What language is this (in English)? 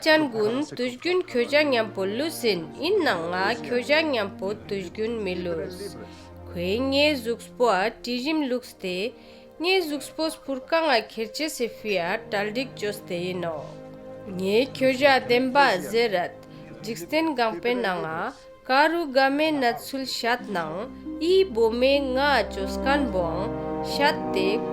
Ladakhi